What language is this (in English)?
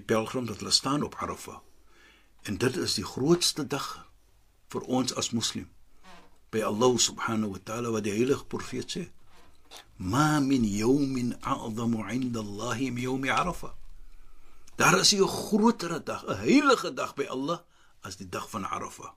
Afrikaans